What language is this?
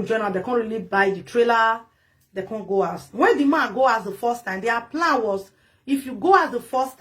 Nigerian Pidgin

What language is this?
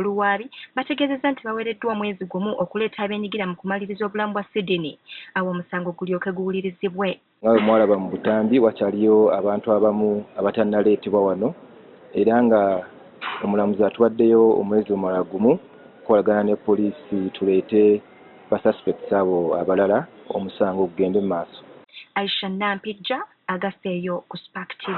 Ganda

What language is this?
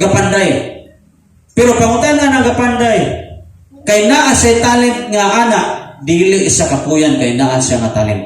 Cebuano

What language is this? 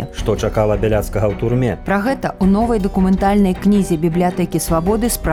Belarusian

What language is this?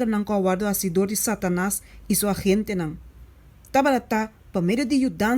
Papiamento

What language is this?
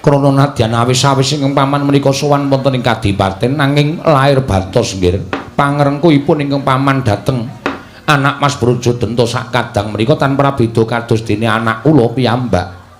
Javanese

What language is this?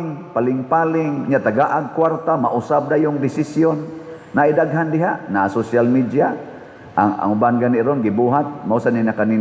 Cebuano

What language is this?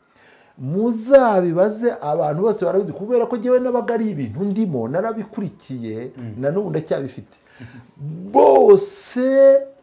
Kinyarwanda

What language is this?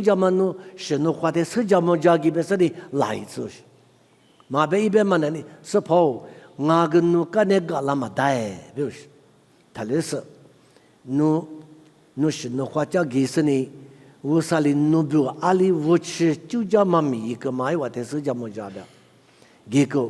Lisu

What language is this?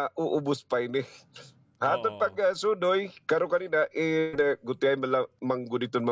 Waray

